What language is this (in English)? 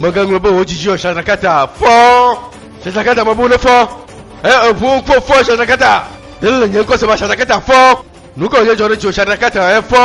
Ewe